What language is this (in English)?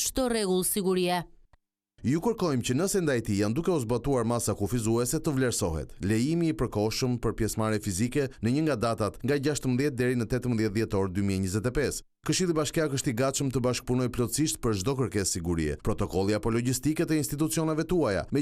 Albanian